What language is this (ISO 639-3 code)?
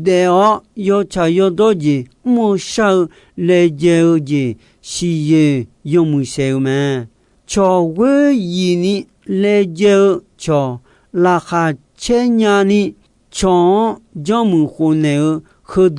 ahk